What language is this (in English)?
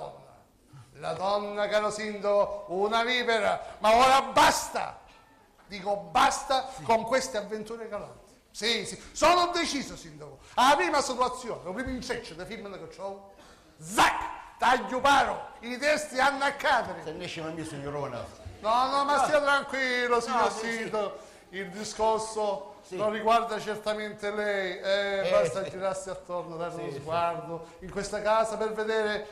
Sicilian